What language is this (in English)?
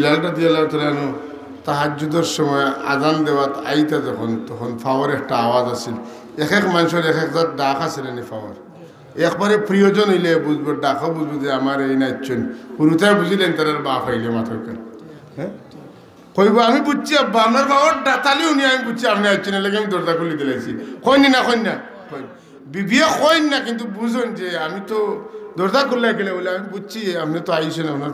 Sylheti